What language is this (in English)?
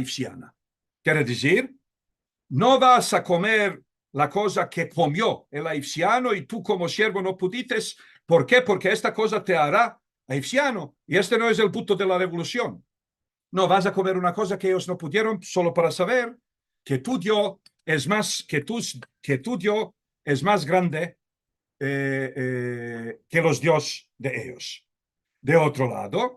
Ladino